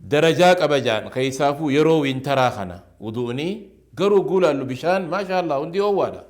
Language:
Oromo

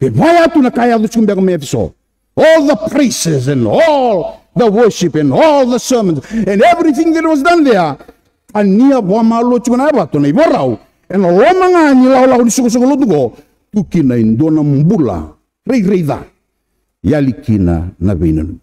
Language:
Fijian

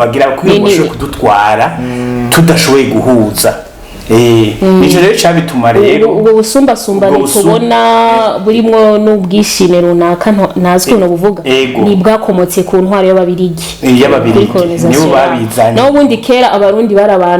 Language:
Rundi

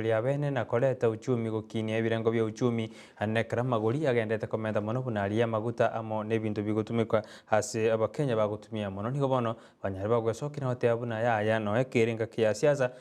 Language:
Gusii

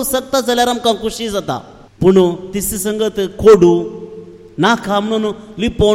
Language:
Konkani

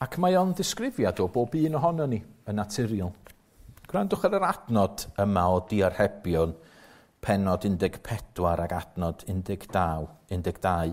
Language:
Welsh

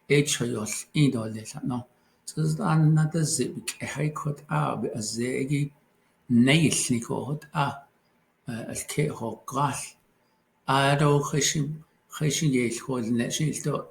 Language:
Navajo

